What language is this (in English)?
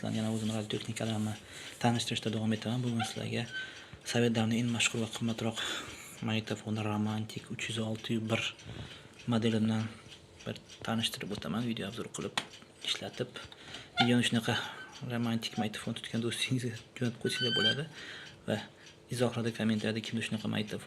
Uzbek